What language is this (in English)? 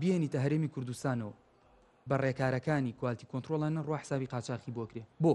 Central Kurdish